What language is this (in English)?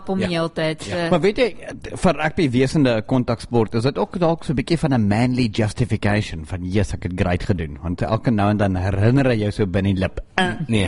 Afrikaans